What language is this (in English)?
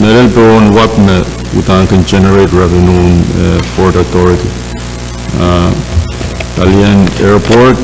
Pohnpeian